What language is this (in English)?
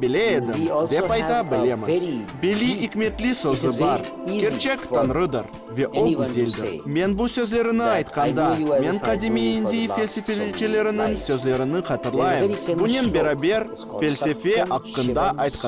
Crimean Tatar